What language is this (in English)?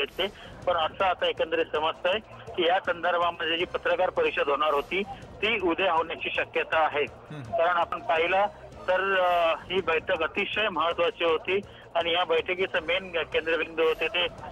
Marathi